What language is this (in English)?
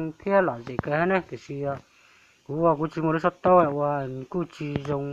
Hmong